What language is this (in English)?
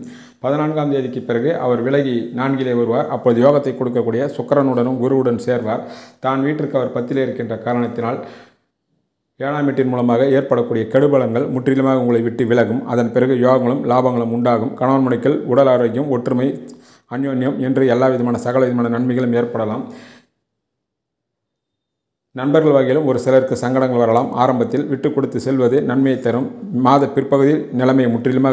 Tamil